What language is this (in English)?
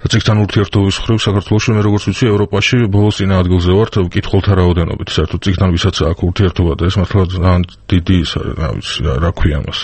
Georgian